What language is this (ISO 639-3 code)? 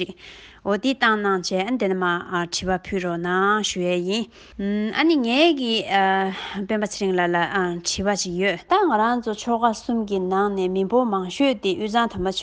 bod